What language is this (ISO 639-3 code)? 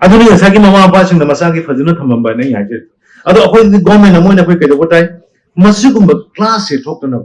mni